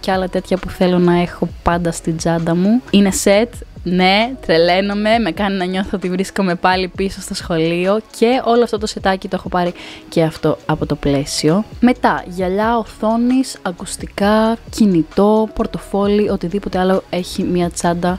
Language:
Greek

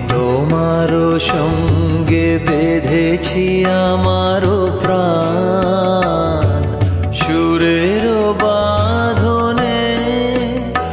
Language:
Bangla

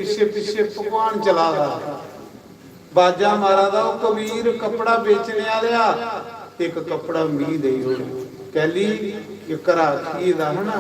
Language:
Dogri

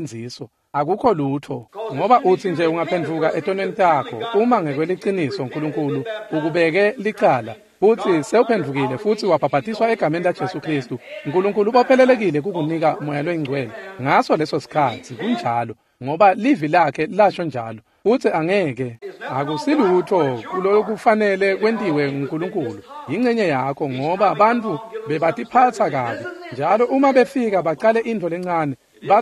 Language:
Swati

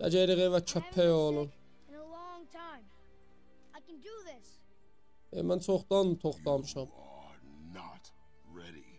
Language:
South Azerbaijani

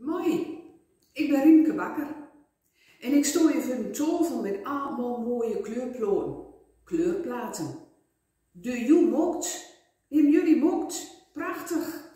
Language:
Gronings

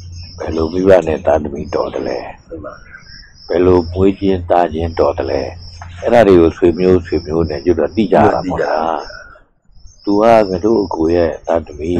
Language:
Burmese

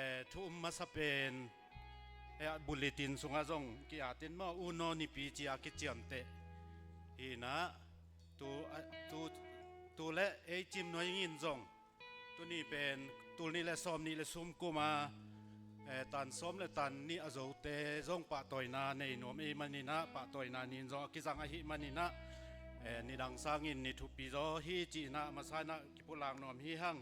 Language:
Tedim Chin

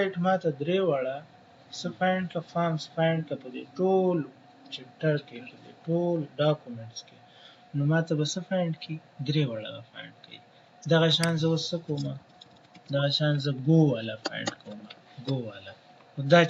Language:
Pashto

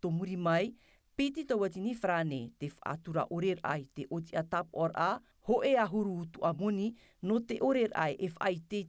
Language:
Tahitian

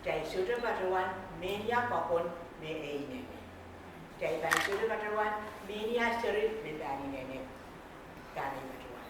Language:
Pohnpeian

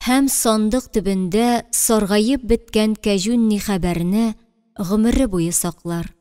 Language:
Tatar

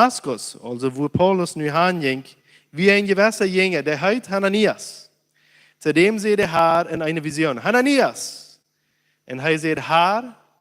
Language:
Plautdietsch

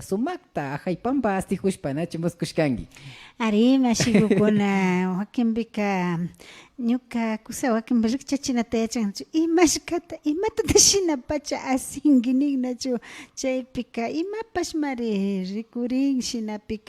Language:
Imbabura Highland Quichua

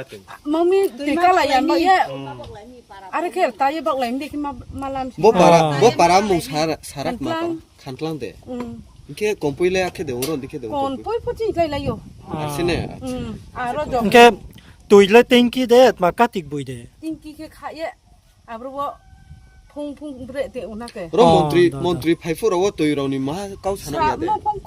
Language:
Riang (India)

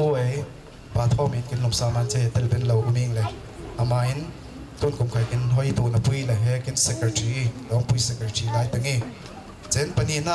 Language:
Falam Chin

